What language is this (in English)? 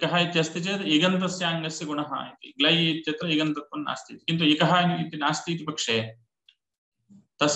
Sanskrit